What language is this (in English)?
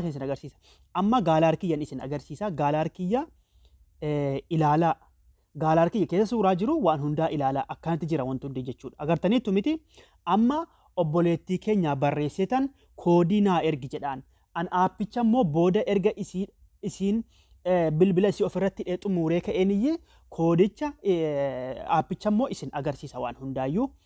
Oromo